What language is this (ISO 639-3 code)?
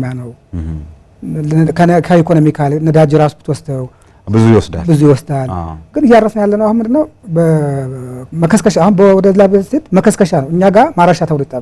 amh